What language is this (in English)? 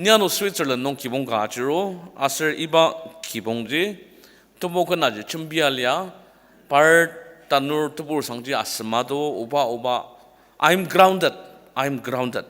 Ao Naga